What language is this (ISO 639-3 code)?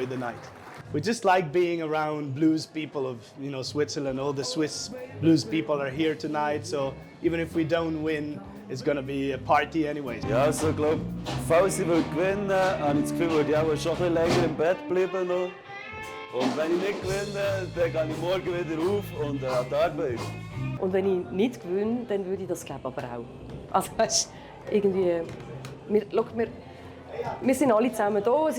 gsw